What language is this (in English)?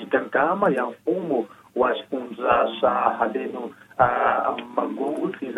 Tsonga